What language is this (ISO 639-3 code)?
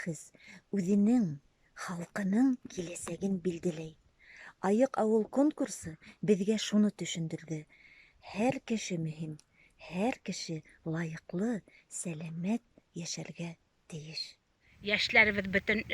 bak